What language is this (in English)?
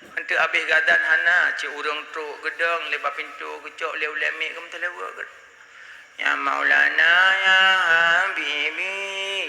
Achinese